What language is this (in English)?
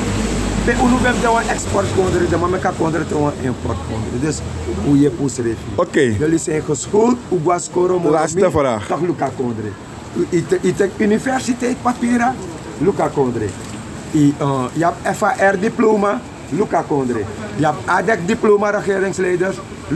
Sranan Tongo